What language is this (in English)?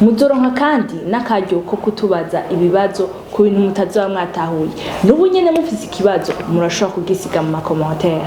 Rundi